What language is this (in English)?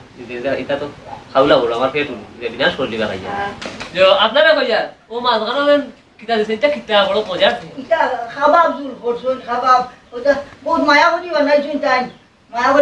Sylheti